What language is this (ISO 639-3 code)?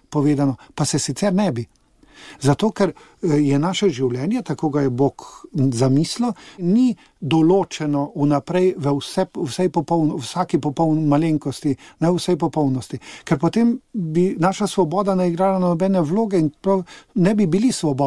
slv